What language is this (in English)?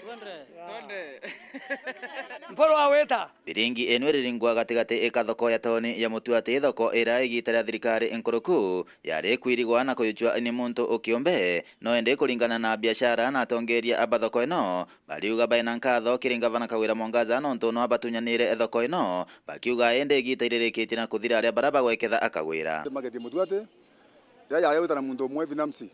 Meru